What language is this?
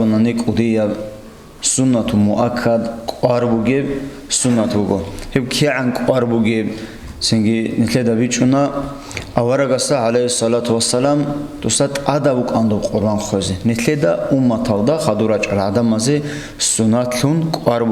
Avaric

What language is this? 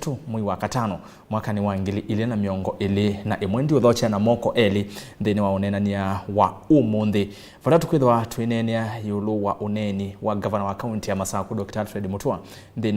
Kamba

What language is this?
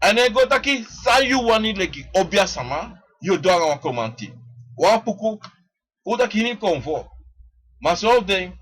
Sranan Tongo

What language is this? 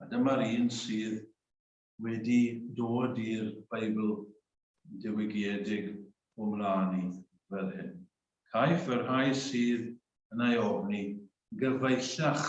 Welsh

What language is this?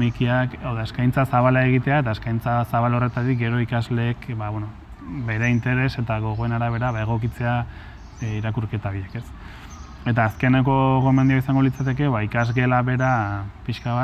Basque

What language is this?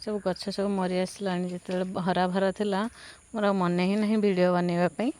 Odia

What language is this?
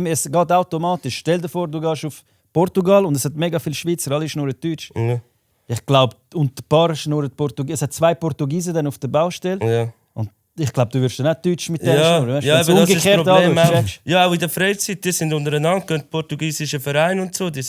Swiss German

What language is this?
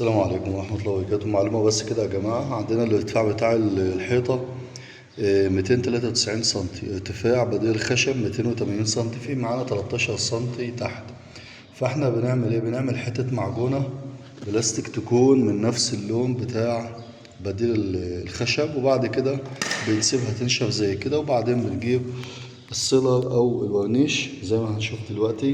Egyptian Arabic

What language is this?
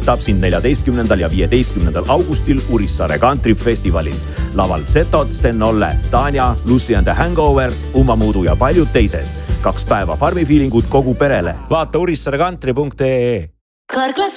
Estonian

